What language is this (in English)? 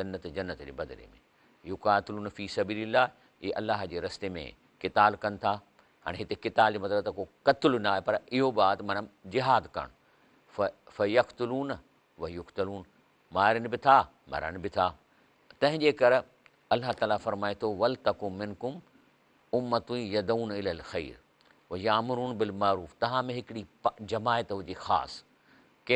Sindhi